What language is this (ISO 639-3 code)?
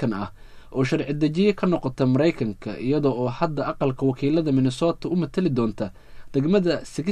som